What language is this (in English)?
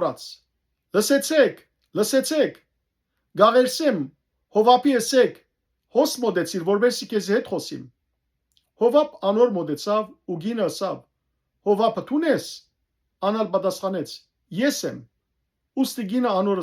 Western Armenian